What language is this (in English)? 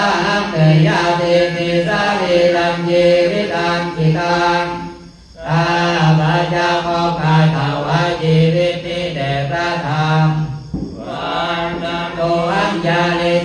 Pali